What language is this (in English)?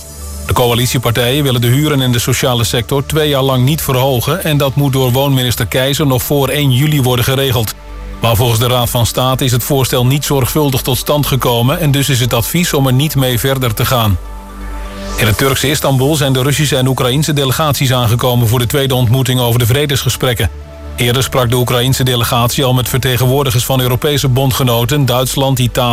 Dutch